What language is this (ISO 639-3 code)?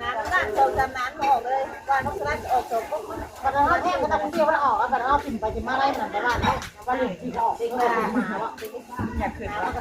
tts